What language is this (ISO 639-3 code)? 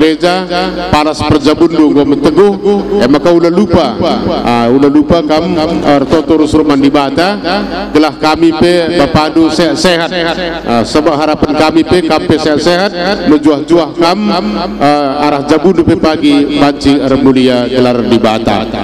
btx